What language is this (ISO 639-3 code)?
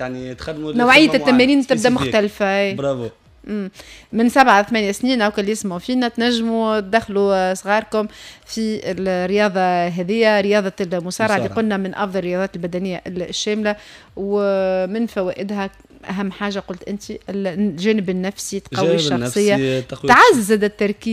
aeb